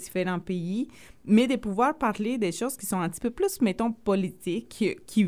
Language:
French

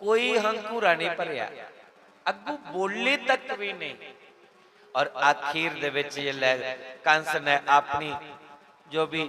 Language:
Dogri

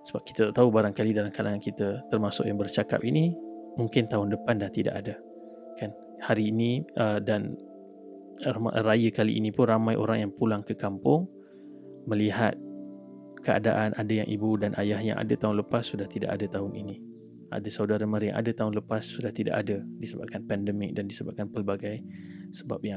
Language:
Malay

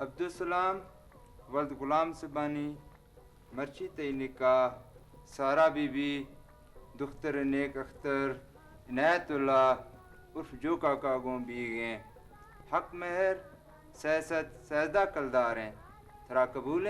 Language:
Eastern Balochi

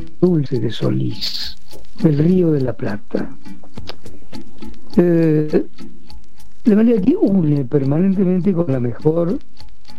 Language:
Spanish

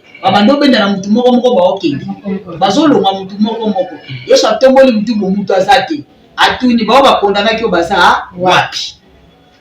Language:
Lingala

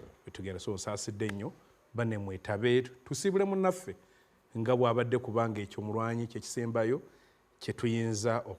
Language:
Ganda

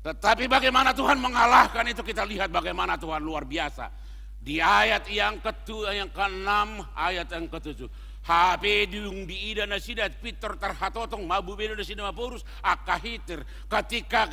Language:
Batak Toba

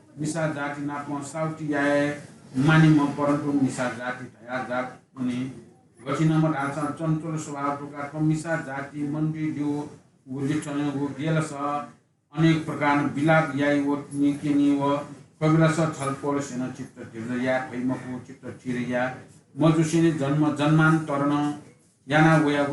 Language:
Newari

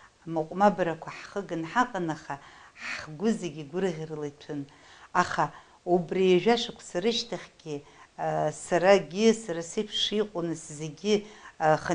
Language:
Abkhazian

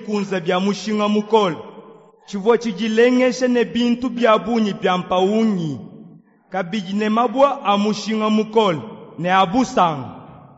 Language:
Luba-Lulua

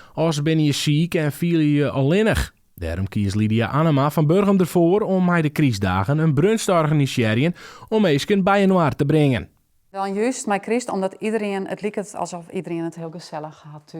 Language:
Western Frisian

